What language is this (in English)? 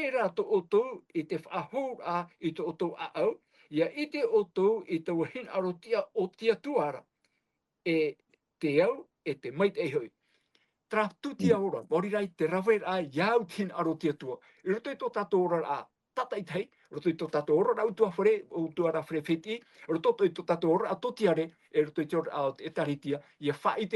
Tahitian